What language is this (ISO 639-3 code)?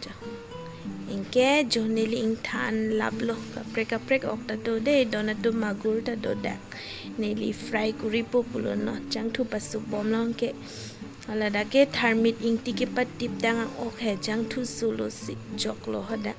mjw